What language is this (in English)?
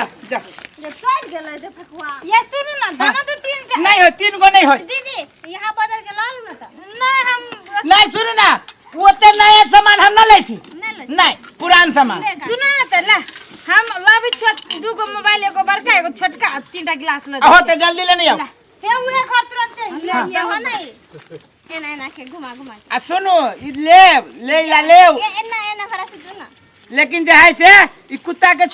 Maithili